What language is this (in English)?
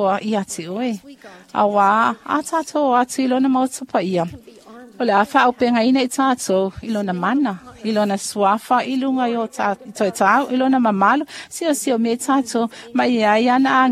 Samoan